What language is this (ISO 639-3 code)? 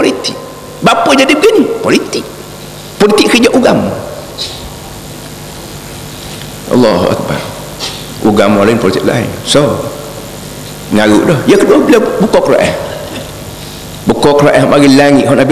msa